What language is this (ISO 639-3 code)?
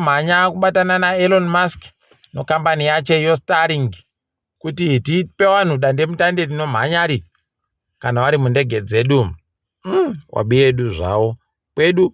ndc